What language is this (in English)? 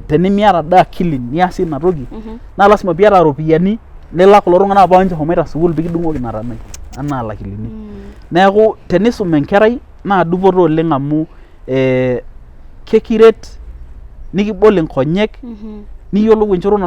Masai